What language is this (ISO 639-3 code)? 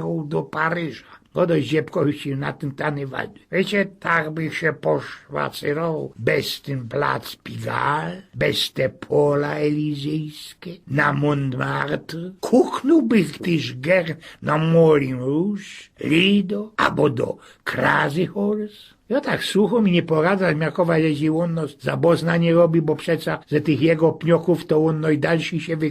szl